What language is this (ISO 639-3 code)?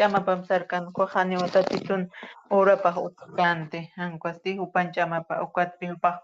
aym